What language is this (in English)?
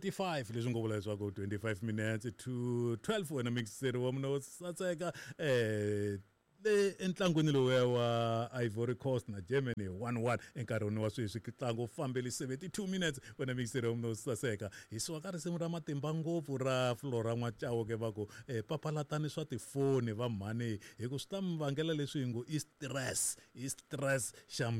Tsonga